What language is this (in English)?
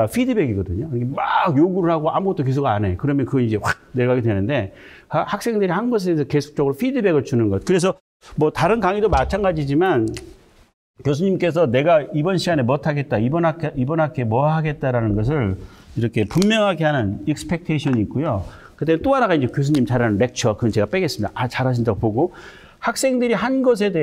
Korean